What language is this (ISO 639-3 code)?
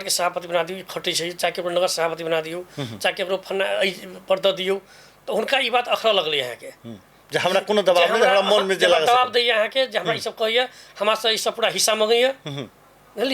mai